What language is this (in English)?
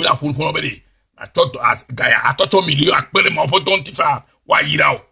Ewe